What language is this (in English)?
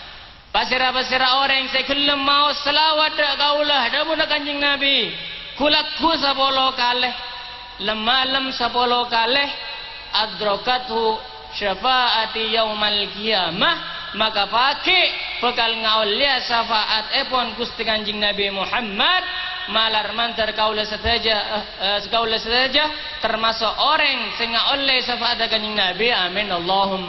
Madurese